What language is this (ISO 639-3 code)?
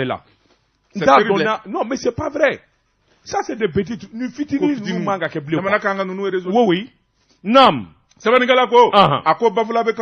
bam